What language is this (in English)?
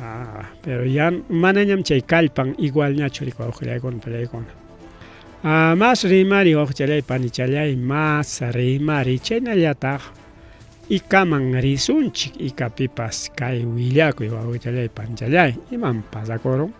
Ayacucho Quechua